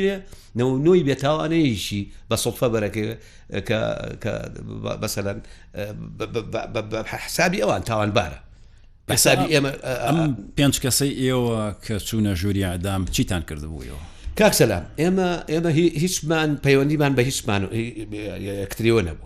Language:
Central Kurdish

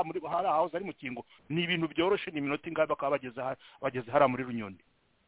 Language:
Kinyarwanda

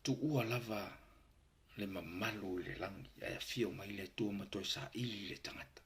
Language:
Samoan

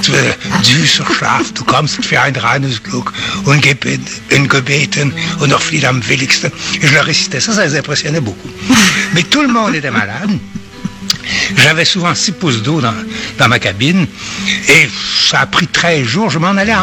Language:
French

